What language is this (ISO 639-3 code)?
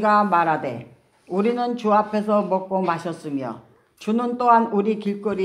kor